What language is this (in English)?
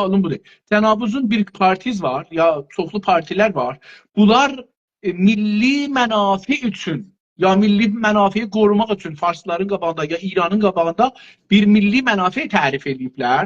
South Azerbaijani